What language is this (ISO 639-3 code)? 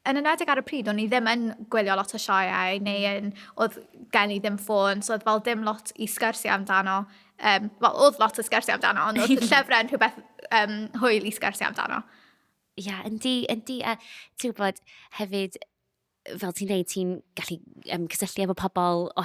cym